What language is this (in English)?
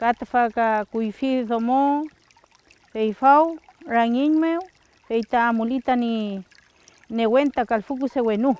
Mapuche